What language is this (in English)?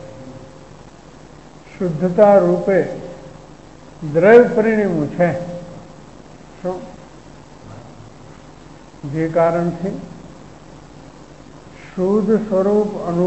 Gujarati